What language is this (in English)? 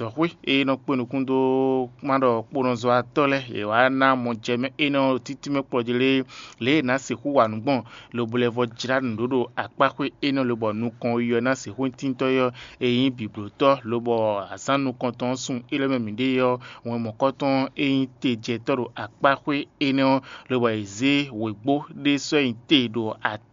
Fon